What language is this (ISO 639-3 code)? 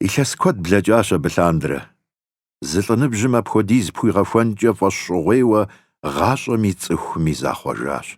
kbd